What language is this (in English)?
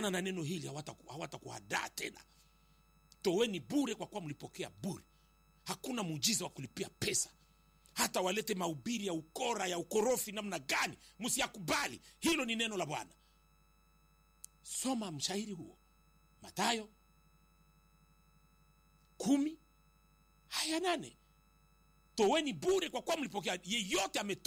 Swahili